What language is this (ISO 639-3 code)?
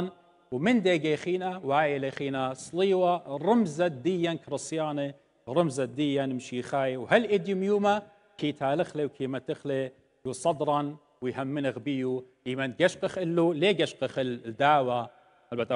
aii